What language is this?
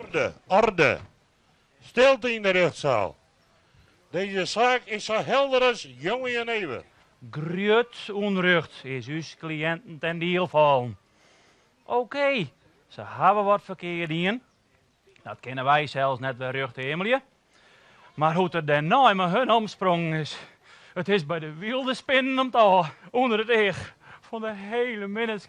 Western Frisian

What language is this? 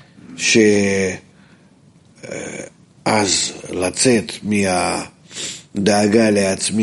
Hebrew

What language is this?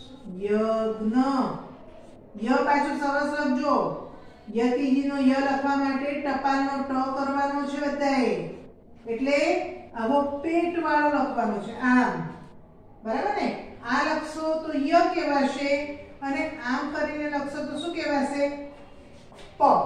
Gujarati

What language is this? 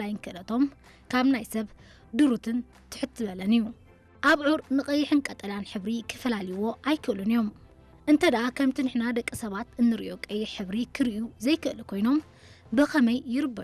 Tigrinya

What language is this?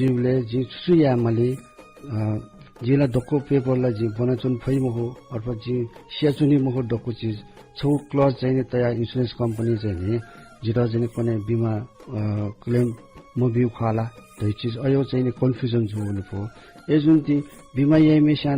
Newari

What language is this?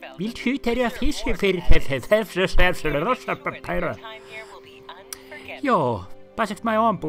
Finnish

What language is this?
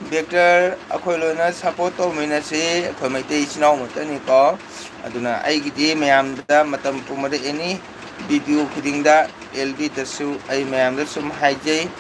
Manipuri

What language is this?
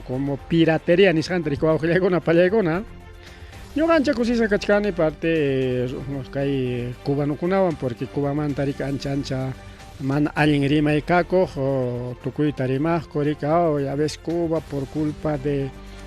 Ayacucho Quechua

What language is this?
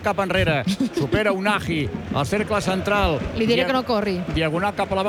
Catalan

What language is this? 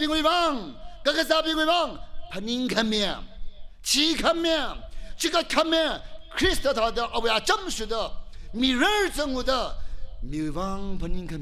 Tangkhul Naga (India)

